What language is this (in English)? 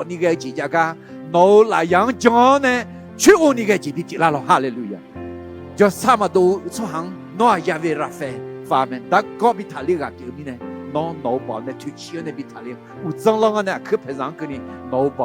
Akha